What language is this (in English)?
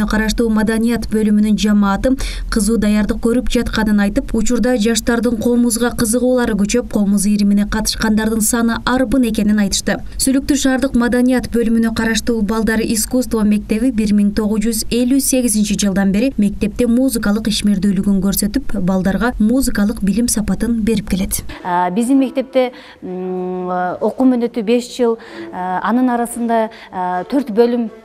Kyrgyz